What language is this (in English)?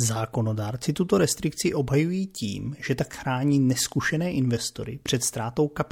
Czech